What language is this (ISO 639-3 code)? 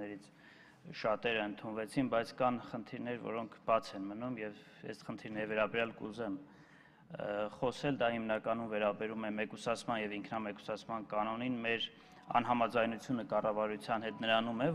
hye